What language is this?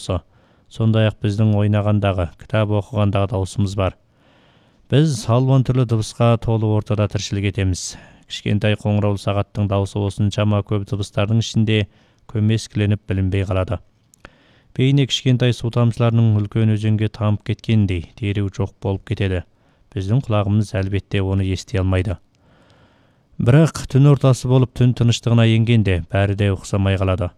Kazakh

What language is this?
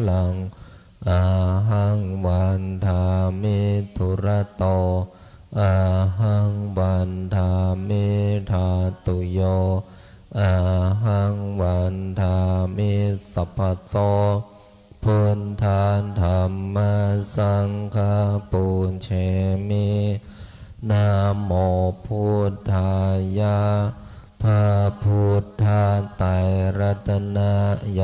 Pali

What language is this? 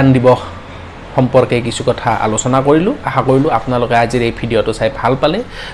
Assamese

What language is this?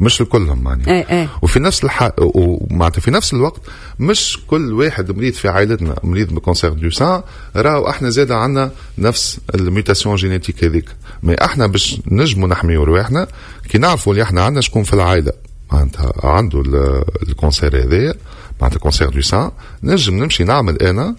Tunisian Arabic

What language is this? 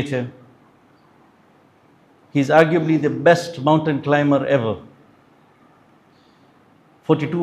Gujarati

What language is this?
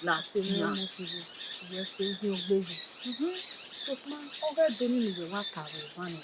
Bini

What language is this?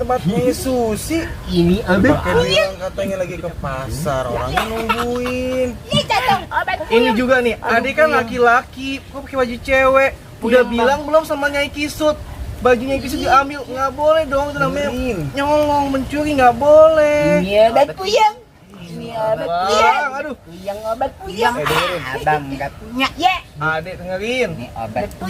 Betawi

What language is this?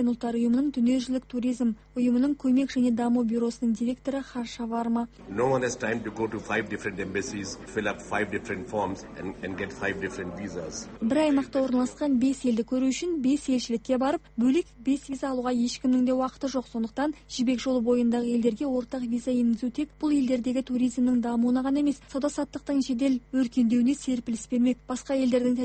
Kazakh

